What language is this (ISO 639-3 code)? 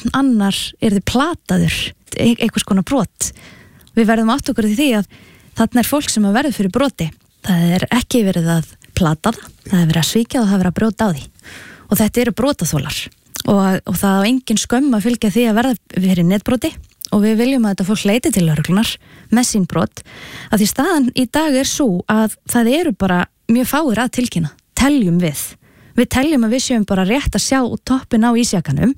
isl